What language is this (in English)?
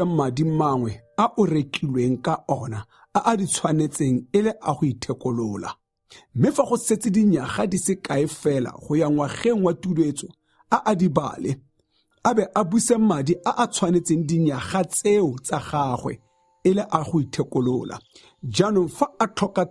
Tswana